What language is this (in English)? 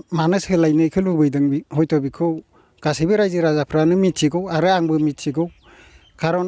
Bodo